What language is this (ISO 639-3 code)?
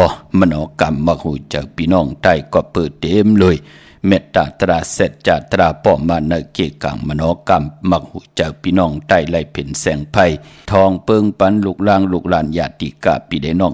shn